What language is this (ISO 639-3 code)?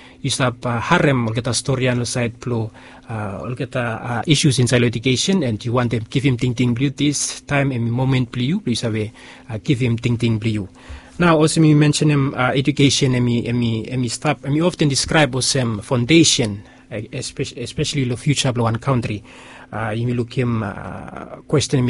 bis